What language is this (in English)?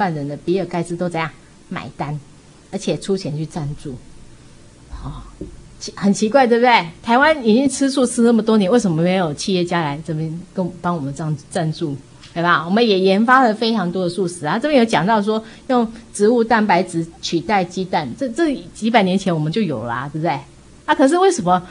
Chinese